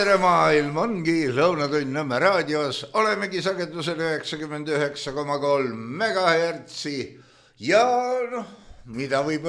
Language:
Estonian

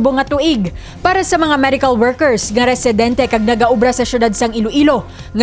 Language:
Hiligaynon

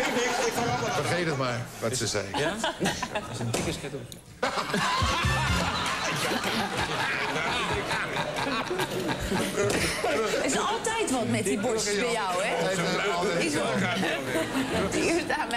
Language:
Dutch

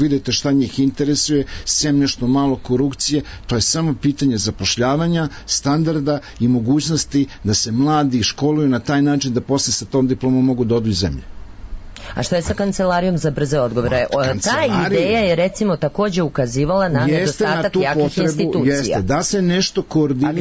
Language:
Serbian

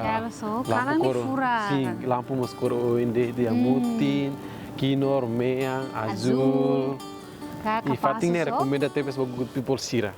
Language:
Tetum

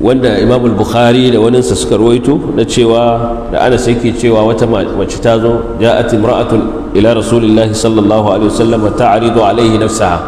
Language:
Hausa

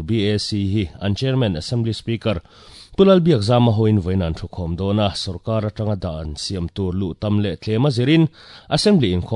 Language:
Mizo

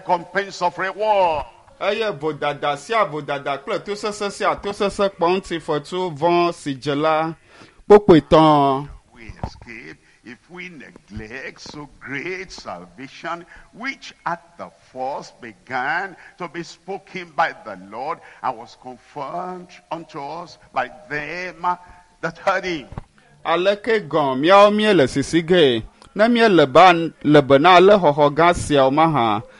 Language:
Ewe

